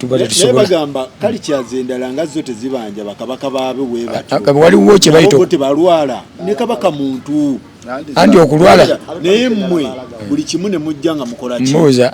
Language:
Ganda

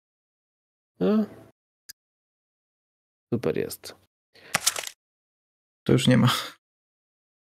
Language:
Polish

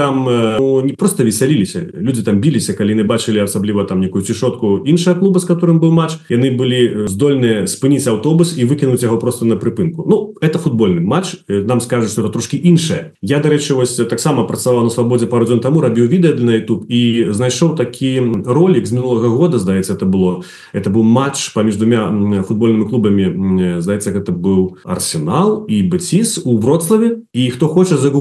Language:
Belarusian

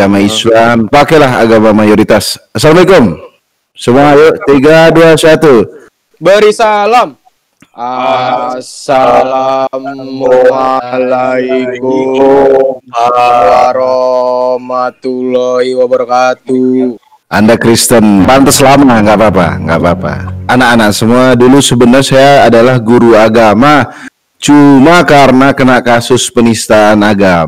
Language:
Indonesian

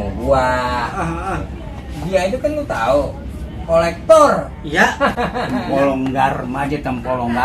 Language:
Betawi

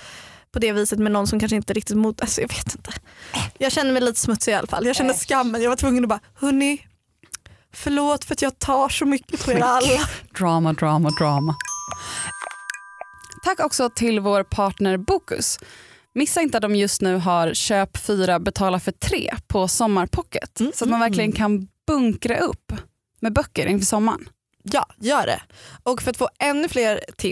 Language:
Swedish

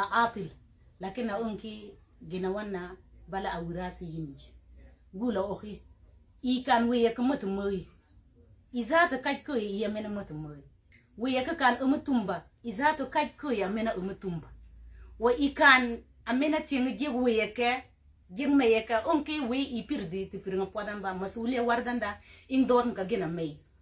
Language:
Mabaan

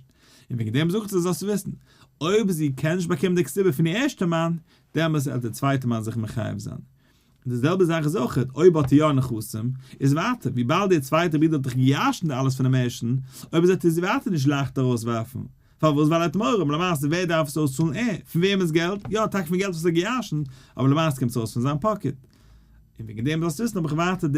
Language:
Yiddish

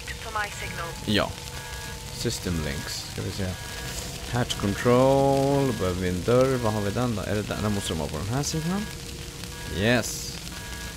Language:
Swedish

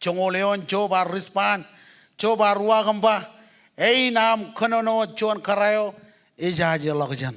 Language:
Marshallese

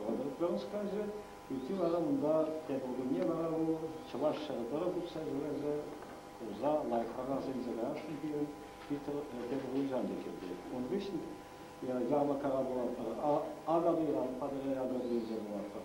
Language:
Chuvash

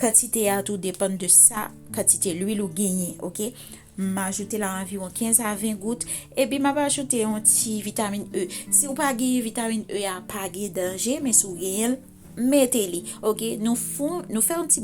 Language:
Haitian Creole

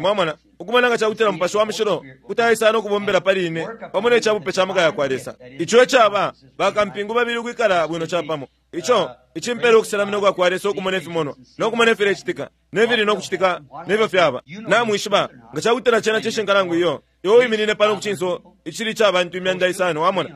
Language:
Bemba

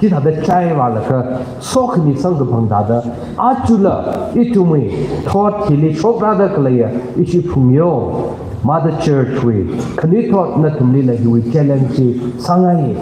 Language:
Tangkhul Naga (India)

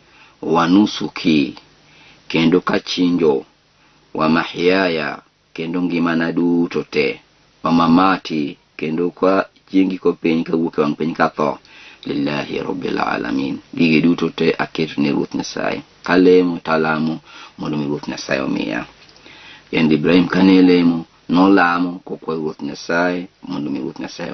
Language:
Luo (Kenya and Tanzania)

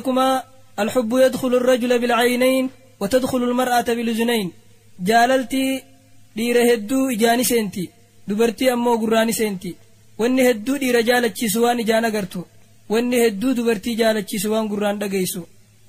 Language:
Oromo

